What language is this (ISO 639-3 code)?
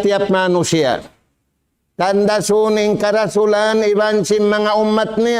tsg